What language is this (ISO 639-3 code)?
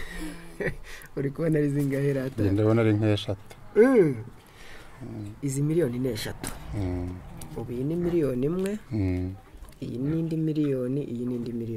kin